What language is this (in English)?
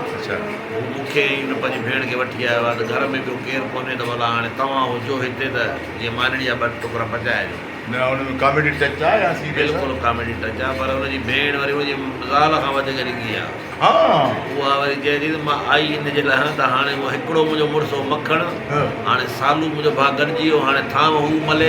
Sindhi